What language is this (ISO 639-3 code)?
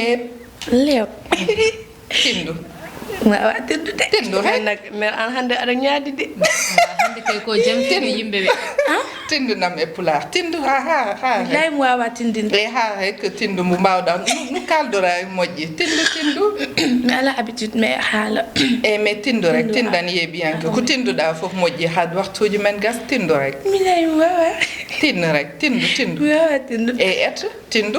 ful